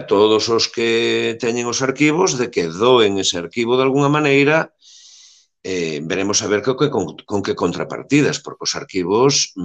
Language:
Galician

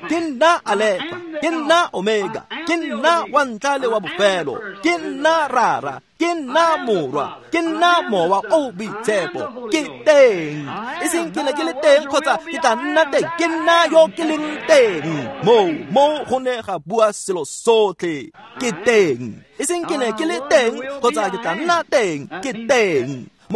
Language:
Tswana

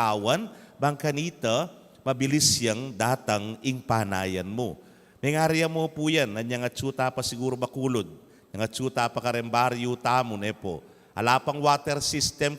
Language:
Pampanga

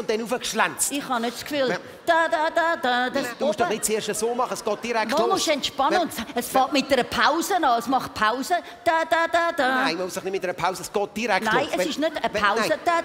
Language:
Swiss German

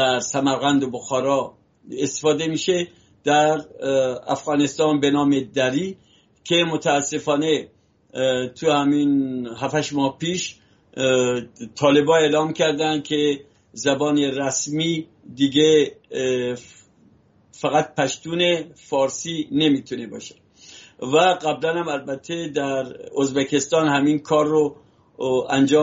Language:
Persian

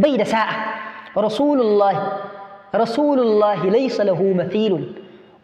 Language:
Hausa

